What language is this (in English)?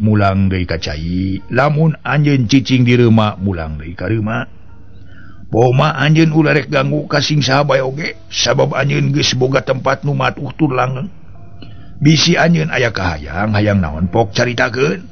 Sundanese